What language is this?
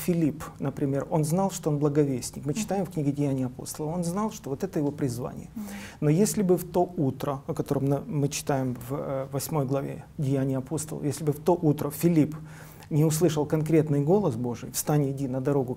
Russian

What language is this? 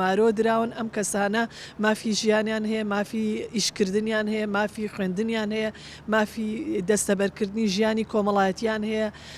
Central Kurdish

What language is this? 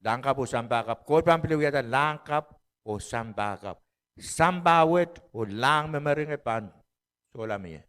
Pohnpeian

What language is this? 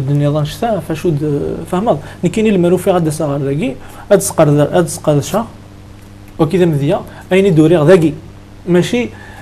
Kabyle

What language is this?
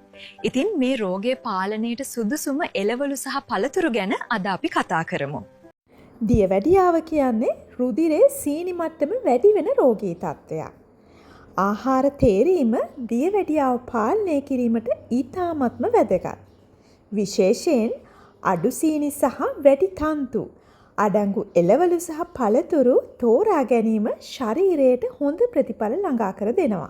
Sinhala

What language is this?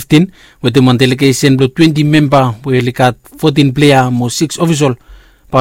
Bislama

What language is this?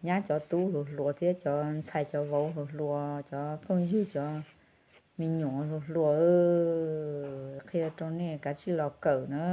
Hmong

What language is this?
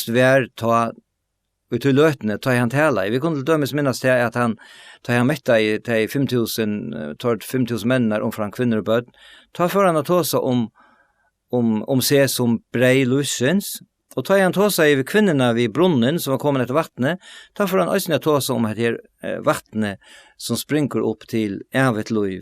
Faroese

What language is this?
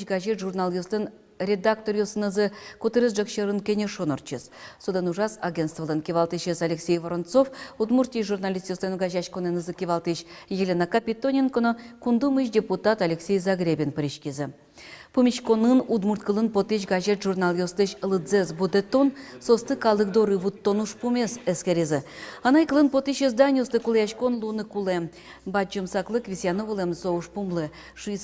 Udmurt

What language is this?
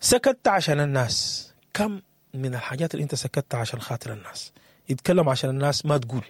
Sudanese Arabic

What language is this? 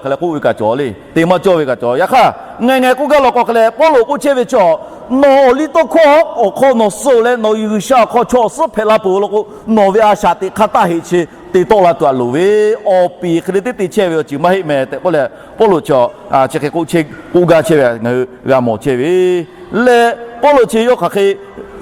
Lahu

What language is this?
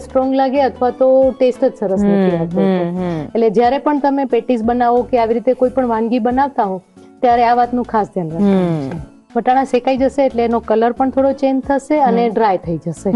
Gujarati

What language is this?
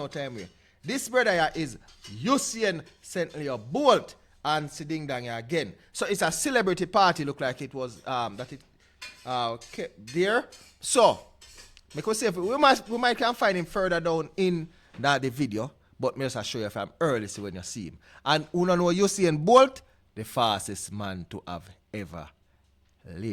Jamaican Creole English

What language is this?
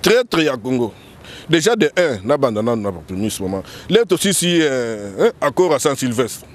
Lingala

